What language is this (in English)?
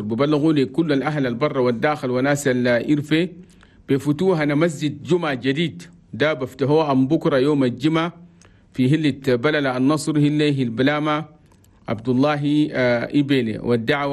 Chadian Arabic